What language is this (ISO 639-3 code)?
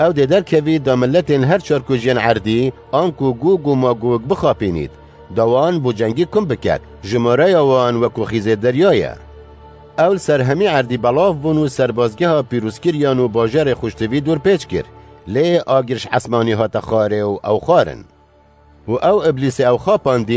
kur